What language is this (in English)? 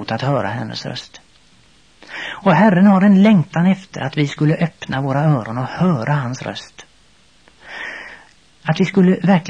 Swedish